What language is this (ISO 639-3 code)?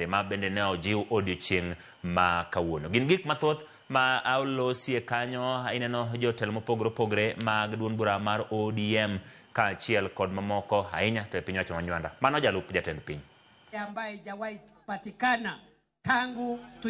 luo